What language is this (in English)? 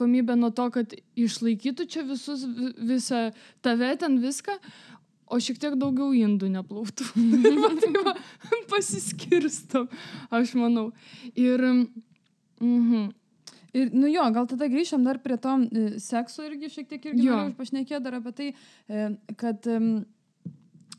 Lithuanian